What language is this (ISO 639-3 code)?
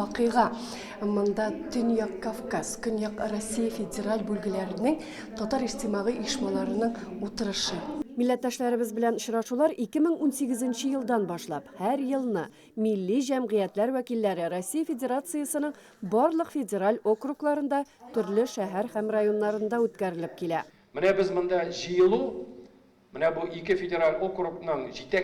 tat